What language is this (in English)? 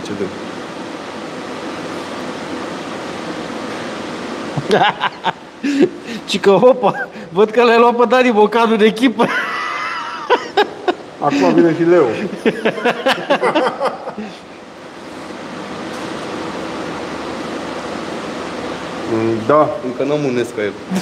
Romanian